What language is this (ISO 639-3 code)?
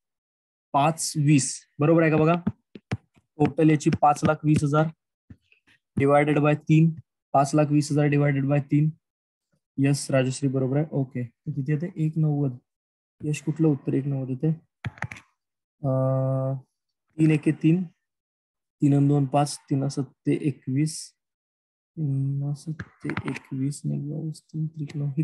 mar